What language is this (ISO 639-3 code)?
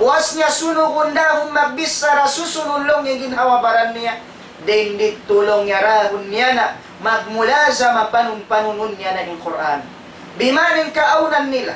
tsg